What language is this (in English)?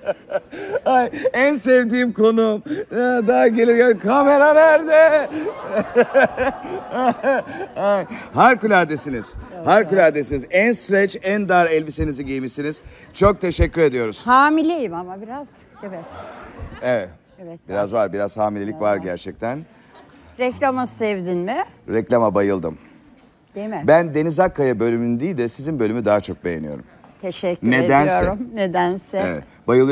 Turkish